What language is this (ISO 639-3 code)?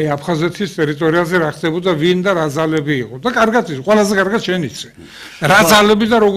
kat